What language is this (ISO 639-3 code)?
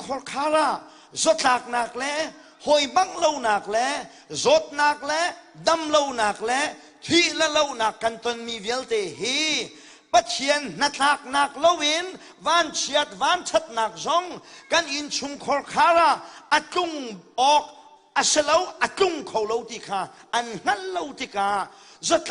cnh